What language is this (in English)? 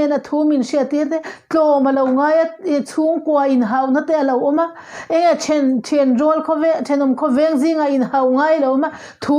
Mizo